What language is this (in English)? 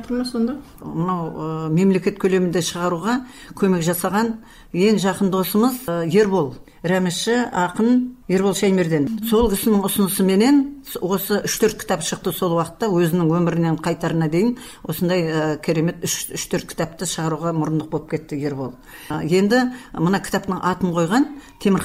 Kazakh